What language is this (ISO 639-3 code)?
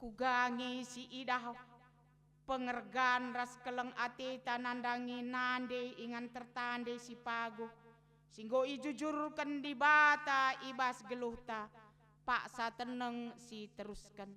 btx